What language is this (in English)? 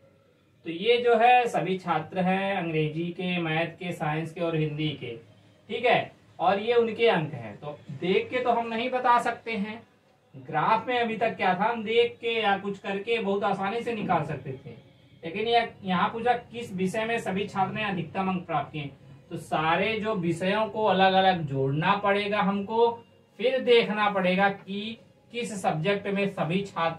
Hindi